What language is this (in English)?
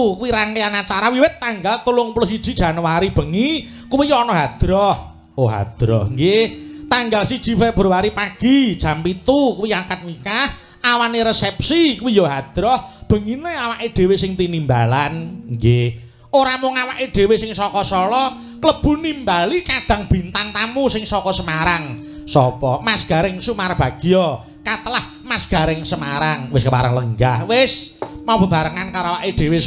Javanese